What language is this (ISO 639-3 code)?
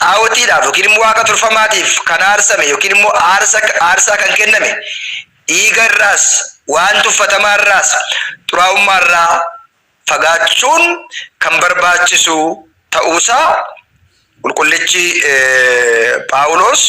orm